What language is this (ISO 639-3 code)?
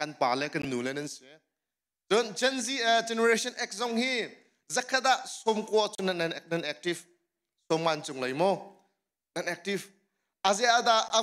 cnh